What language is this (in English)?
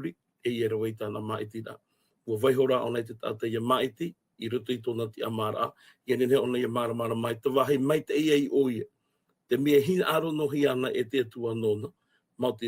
Tahitian